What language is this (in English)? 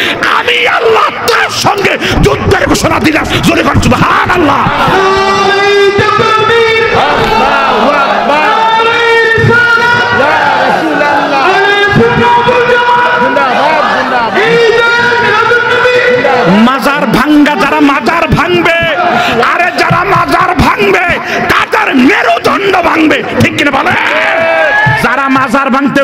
Bangla